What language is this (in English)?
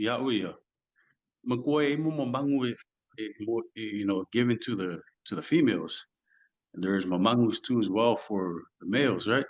Samoan